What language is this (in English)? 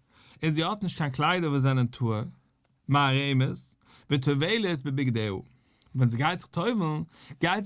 Yiddish